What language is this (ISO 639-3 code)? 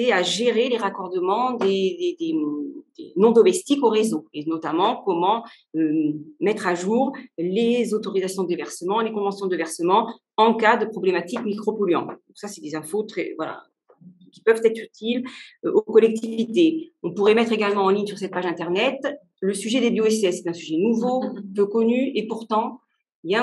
fra